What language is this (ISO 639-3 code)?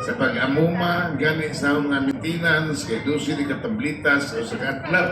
ceb